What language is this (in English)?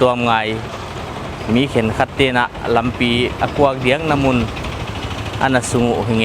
Paite Chin